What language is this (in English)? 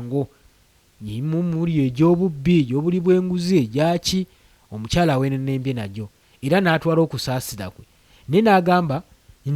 Ganda